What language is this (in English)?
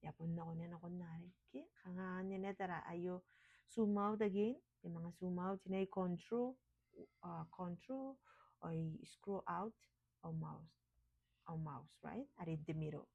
Gilbertese